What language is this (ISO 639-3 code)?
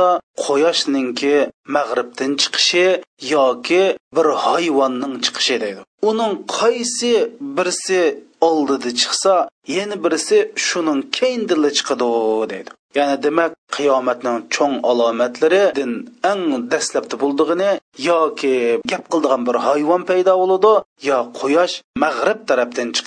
uig